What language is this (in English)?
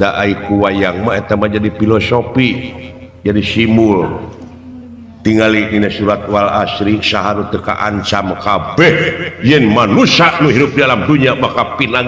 Sundanese